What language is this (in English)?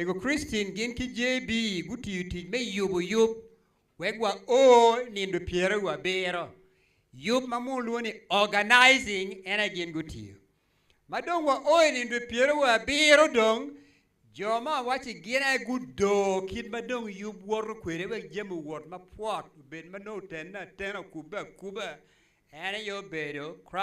Acoli